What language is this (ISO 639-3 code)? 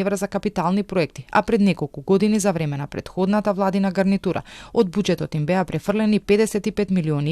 mkd